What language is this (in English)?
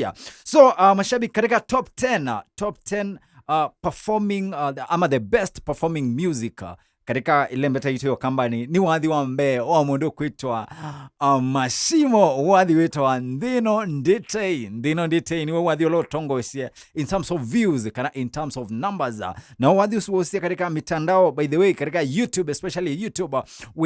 Kamba